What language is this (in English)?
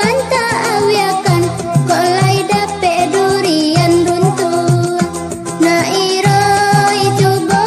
Minangkabau